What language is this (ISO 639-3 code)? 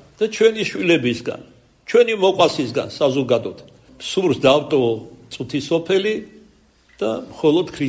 kat